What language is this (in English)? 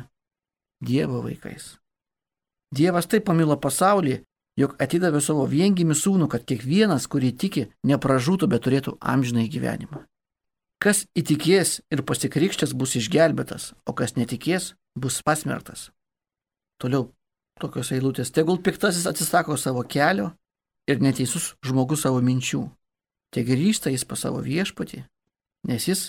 Lithuanian